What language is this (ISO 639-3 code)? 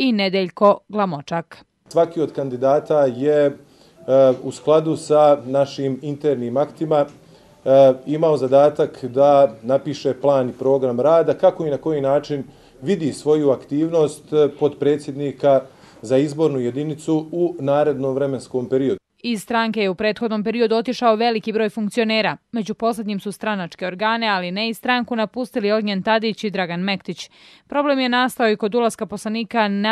hrv